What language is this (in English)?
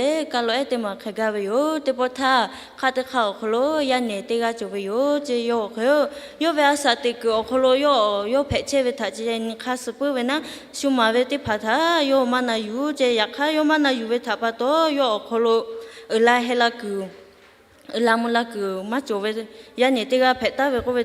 Lahu